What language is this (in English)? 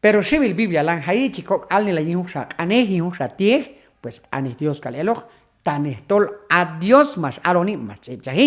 Q'anjob'al